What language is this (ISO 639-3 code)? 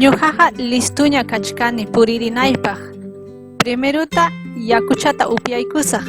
quy